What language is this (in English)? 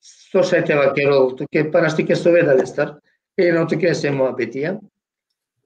Balkan Romani